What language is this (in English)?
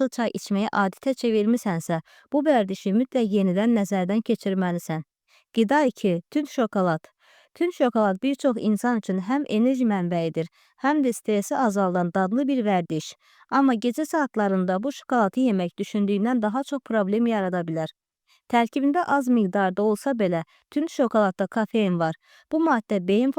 Azerbaijani